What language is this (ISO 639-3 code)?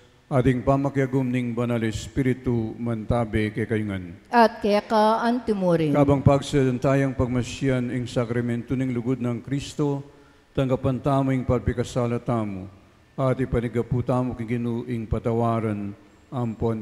pam